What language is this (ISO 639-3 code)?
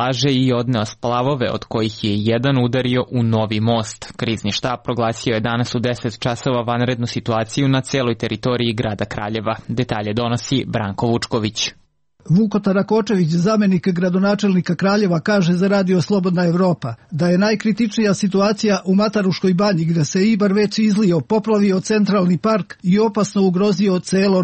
srp